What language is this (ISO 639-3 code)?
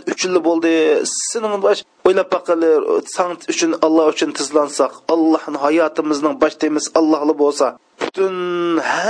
uig